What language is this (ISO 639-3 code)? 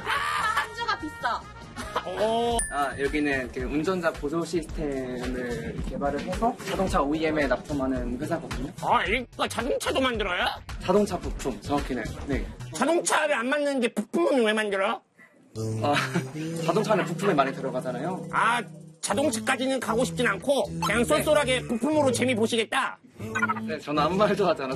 kor